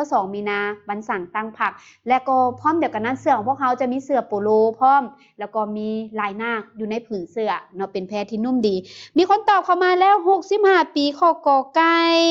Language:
Lao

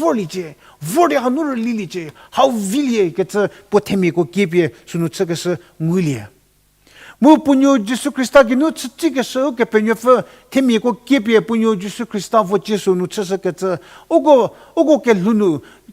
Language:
Angami Naga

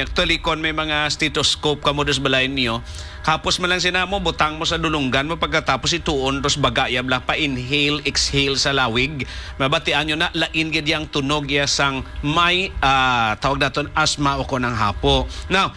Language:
Hiligaynon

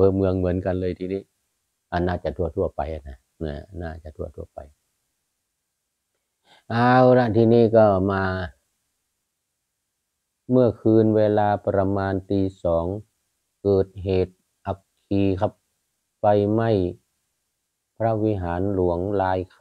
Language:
Thai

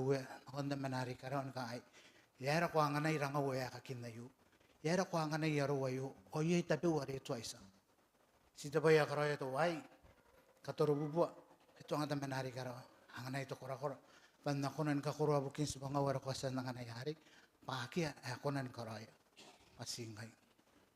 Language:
Gilbertese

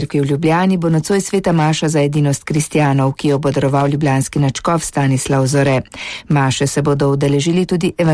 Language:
Slovenian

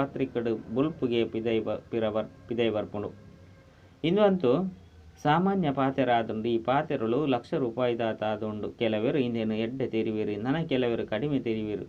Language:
Tulu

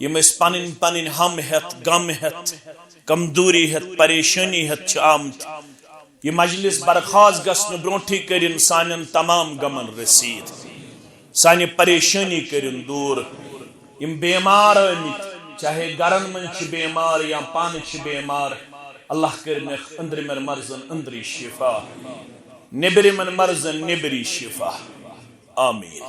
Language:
Kashmiri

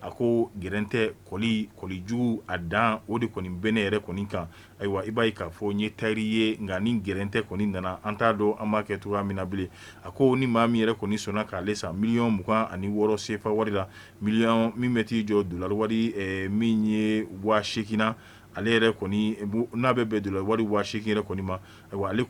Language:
Bambara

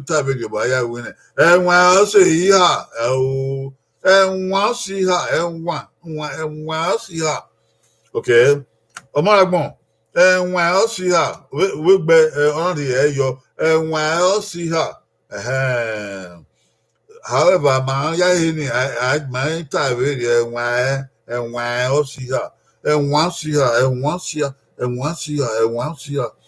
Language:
Bini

